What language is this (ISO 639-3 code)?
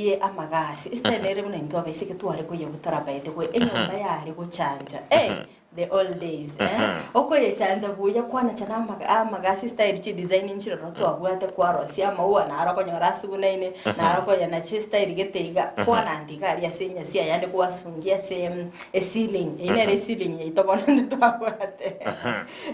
guz